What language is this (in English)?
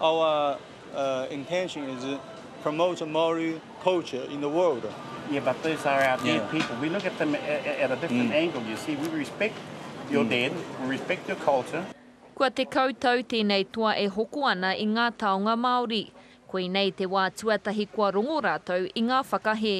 Māori